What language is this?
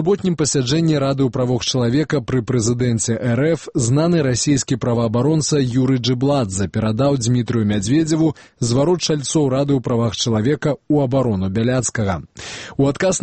Belarusian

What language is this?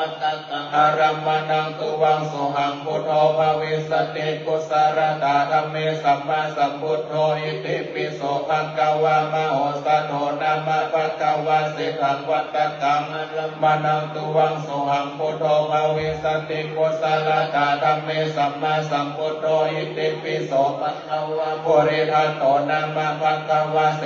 Pali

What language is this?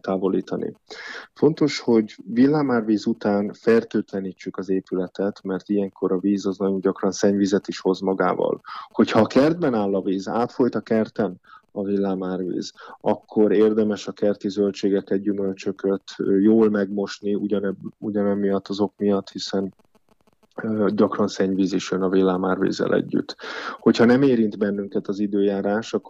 Hungarian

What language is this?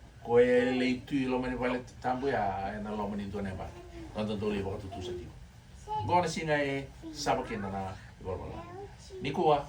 Fijian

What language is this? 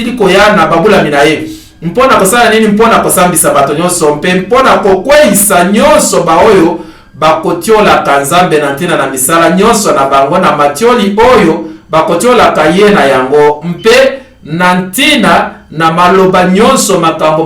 Lingala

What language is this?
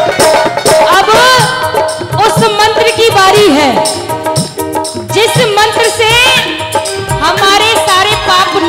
Hindi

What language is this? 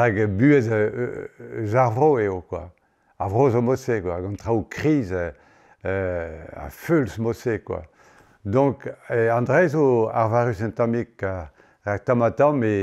Breton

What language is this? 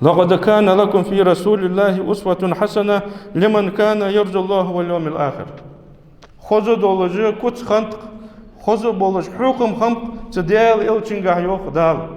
Ingush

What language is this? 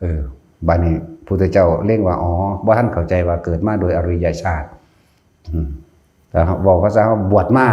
Northeastern Thai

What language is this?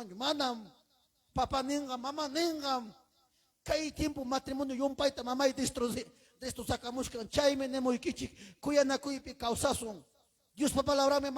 Ayacucho Quechua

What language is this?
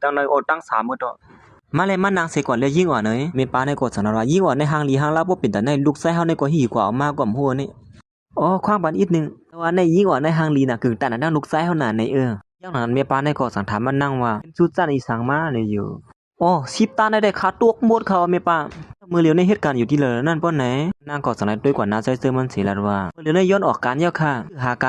Shan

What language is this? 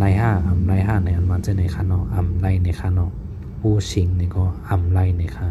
Shan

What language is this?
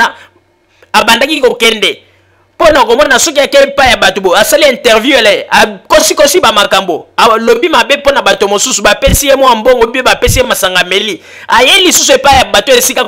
Lingala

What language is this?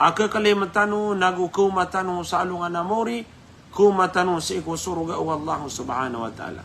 Maranao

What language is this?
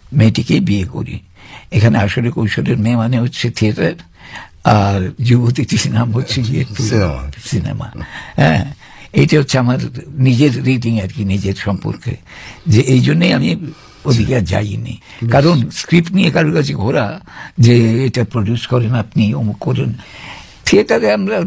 Bangla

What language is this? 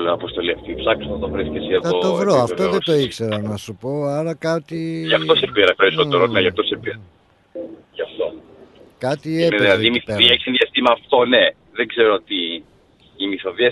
Greek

